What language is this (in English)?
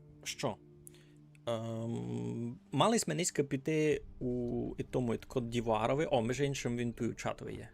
Rusyn